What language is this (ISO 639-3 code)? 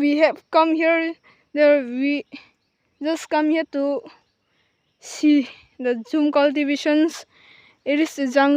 trp